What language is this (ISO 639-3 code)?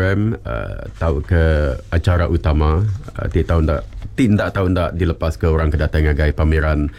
iba